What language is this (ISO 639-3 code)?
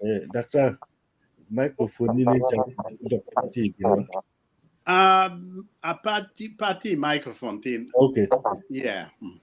ach